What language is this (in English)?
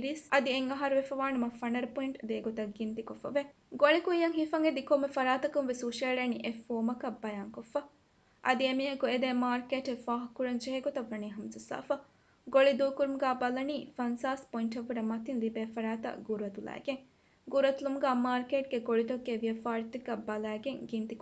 Divehi